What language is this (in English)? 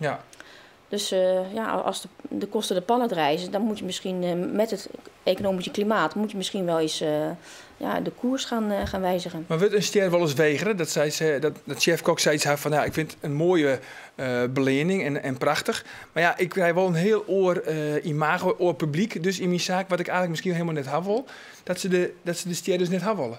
Western Frisian